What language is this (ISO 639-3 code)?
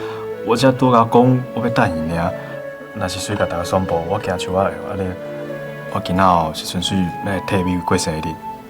nan